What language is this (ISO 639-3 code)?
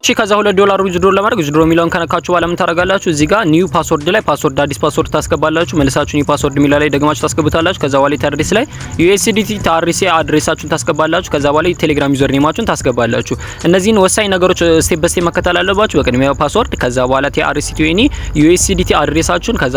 amh